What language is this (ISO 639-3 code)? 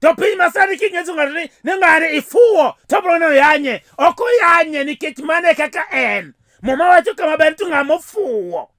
luo